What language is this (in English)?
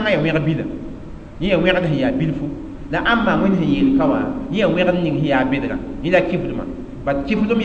Mossi